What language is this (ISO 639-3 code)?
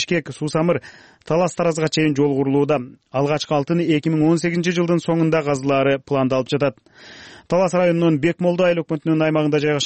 kir